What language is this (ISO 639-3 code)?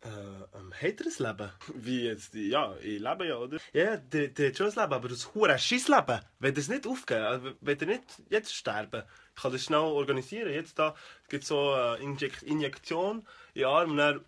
gsw